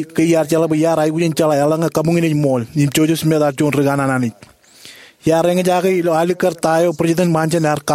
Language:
Marshallese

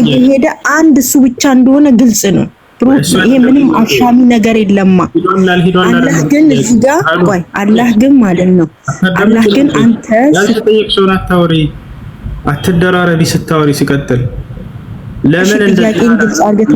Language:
Amharic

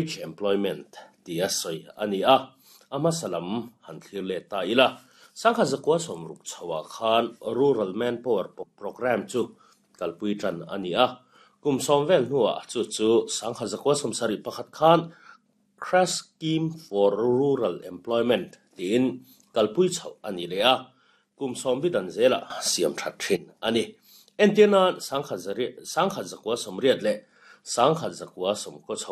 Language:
Mizo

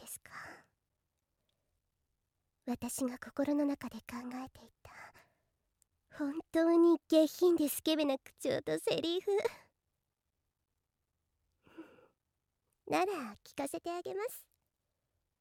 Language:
Japanese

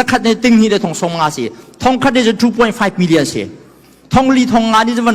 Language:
Hakha Chin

